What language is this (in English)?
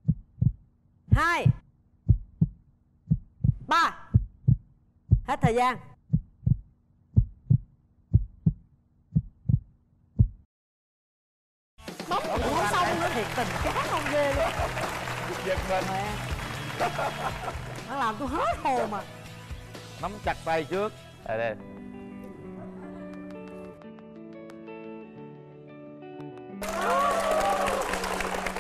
Vietnamese